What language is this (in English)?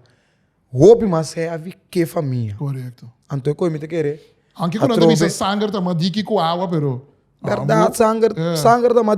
Papiamento